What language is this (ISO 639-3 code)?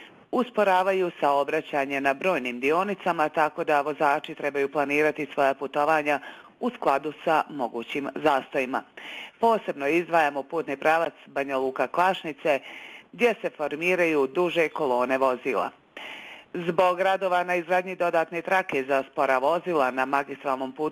bos